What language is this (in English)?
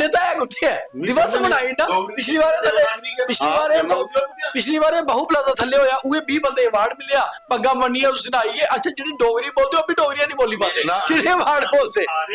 Dogri